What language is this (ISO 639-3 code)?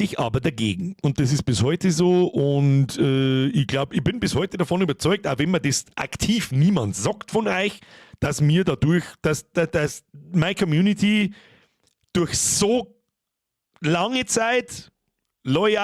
bar